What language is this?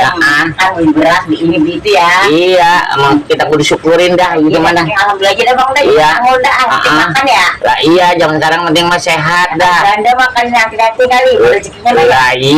Betawi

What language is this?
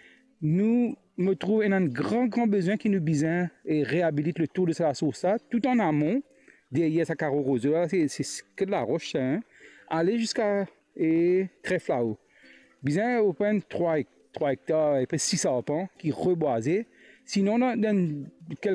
Morisyen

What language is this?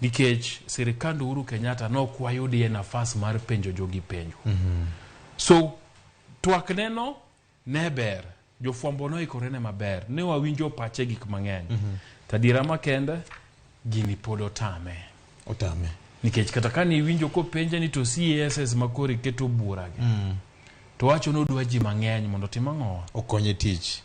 Luo (Kenya and Tanzania)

